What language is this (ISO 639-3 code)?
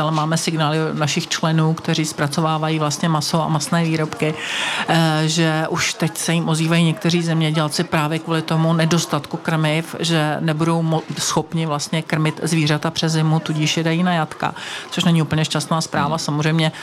ces